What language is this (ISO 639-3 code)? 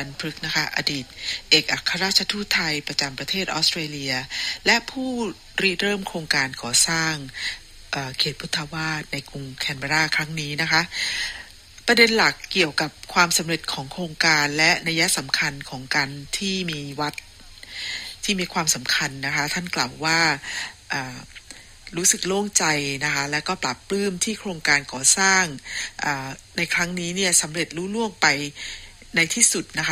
tha